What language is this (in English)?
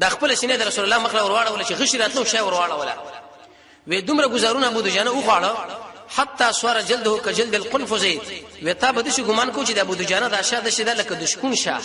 Pashto